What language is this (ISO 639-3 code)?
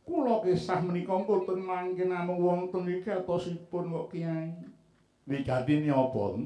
jav